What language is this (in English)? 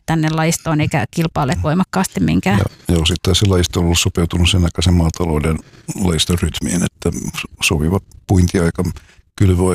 Finnish